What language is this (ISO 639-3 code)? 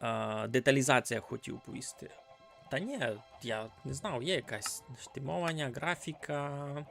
rue